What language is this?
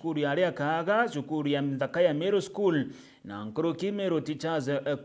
Meru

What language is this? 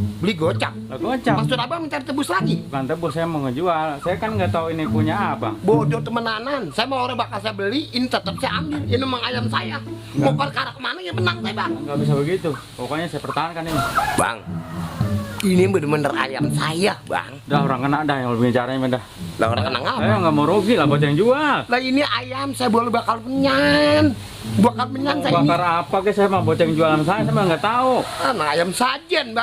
Betawi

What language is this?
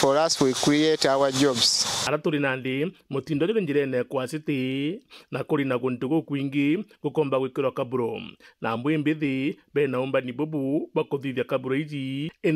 Meru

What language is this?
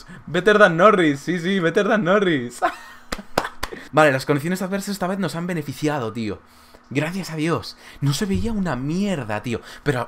Spanish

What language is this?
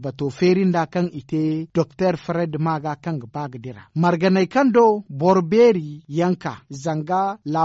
Zarma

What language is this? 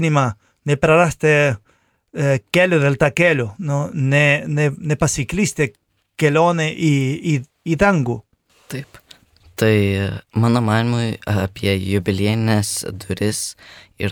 Lithuanian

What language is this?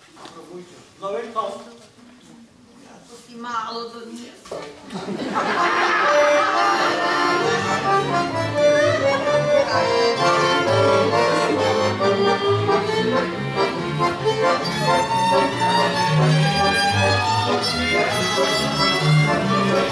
Slovak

